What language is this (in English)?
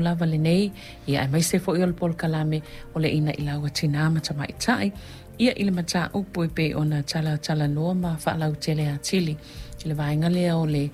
Samoan